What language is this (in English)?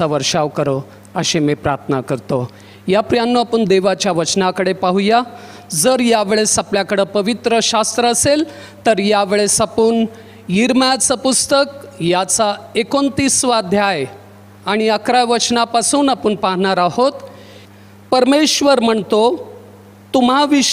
Marathi